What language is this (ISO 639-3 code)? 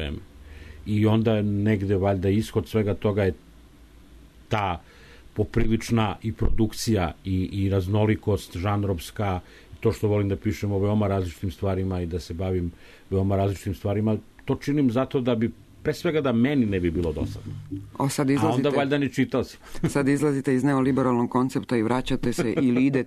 srp